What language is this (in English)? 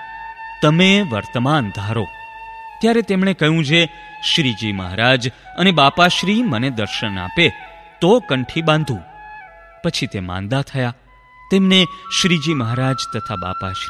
Gujarati